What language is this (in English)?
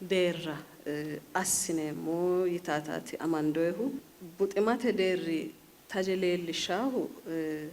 Sidamo